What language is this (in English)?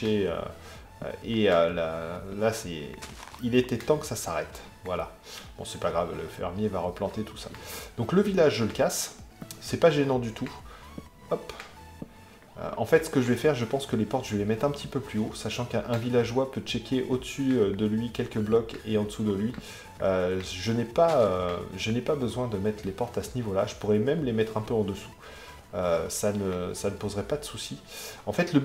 French